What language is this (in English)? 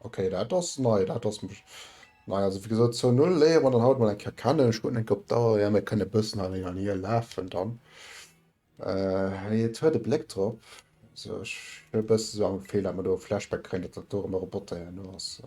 Luxembourgish